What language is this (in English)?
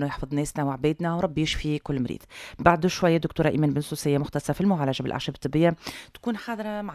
Tunisian Arabic